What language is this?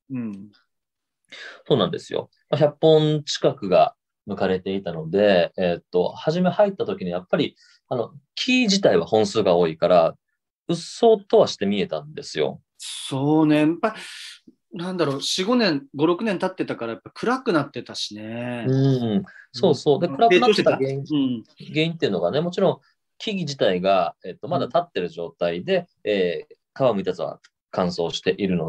Japanese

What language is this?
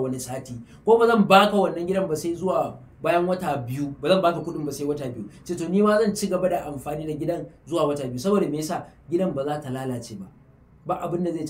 Hausa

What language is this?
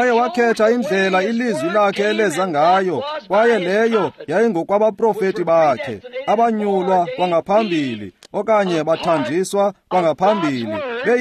Xhosa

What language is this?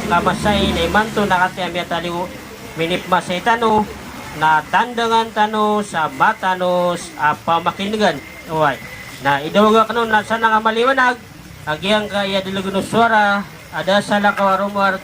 Maranao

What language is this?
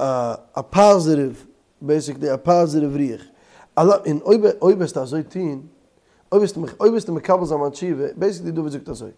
Yiddish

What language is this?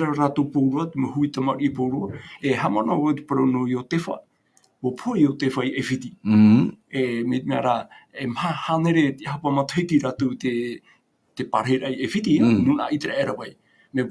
Tahitian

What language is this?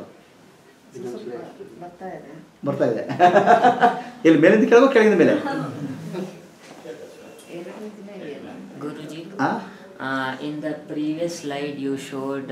Kannada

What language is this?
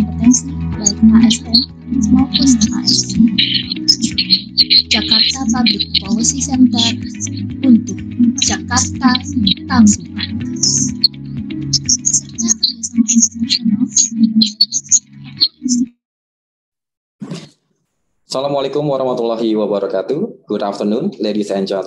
Indonesian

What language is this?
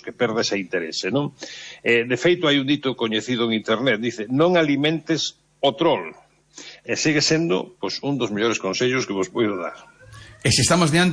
Galician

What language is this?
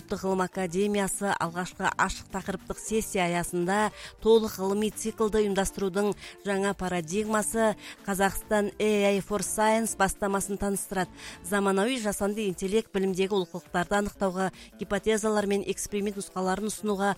Kazakh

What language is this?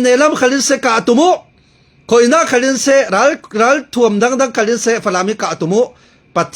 Falam Chin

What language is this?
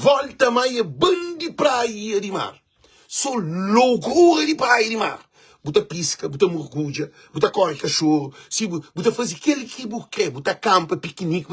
Kabuverdianu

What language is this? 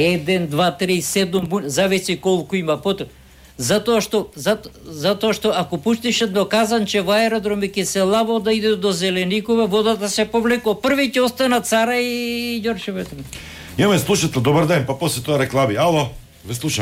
Macedonian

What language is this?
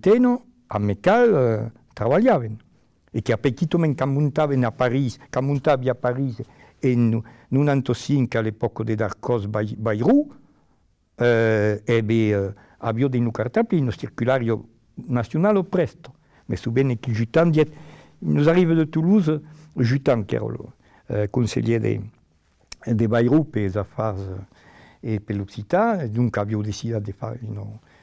Occitan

